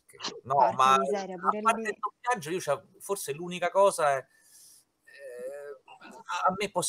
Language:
Italian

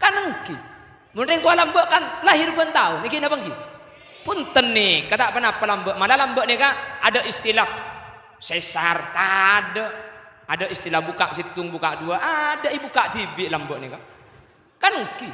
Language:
Madurese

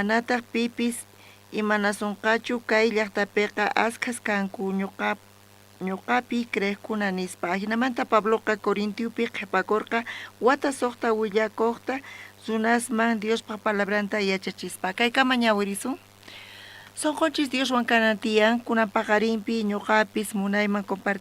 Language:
South Bolivian Quechua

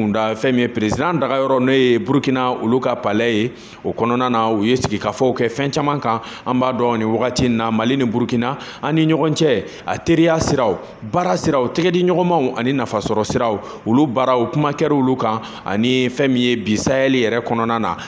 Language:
Bambara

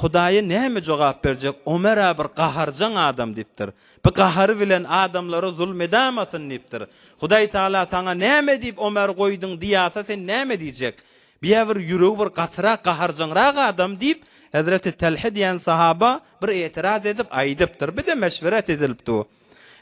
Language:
Turkmen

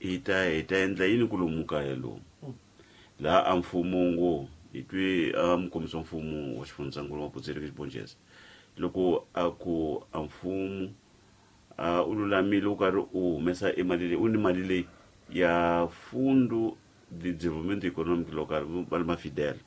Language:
Tsonga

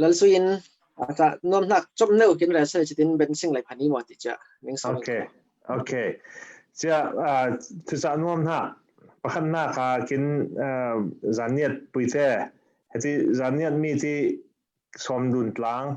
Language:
Falam Chin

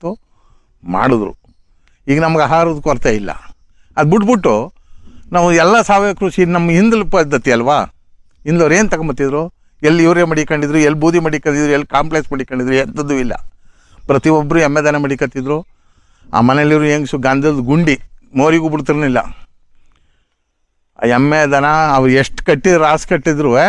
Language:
Kannada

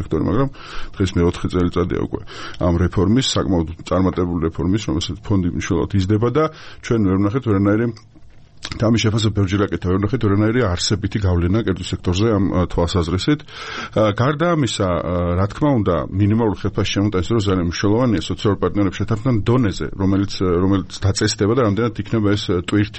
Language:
Georgian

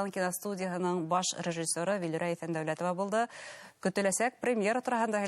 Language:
Bashkir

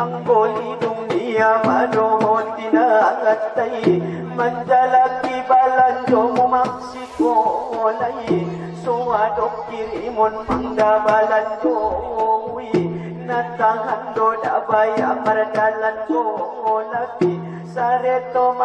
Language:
Batak Angkola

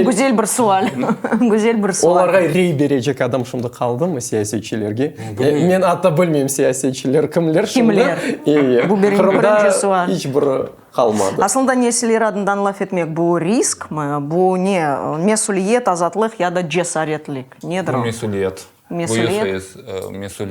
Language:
Crimean Tatar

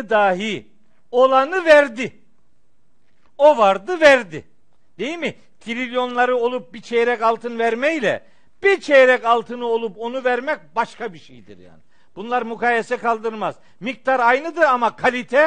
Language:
Turkish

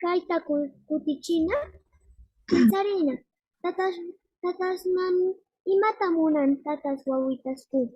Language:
South Bolivian Quechua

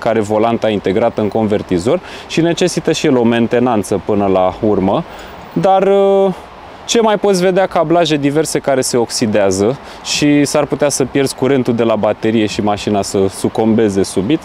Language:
Romanian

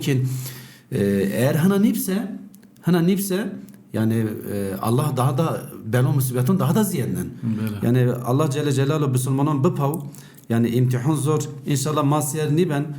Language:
Zaza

